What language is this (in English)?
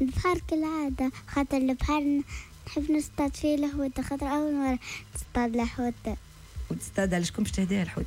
Tunisian Arabic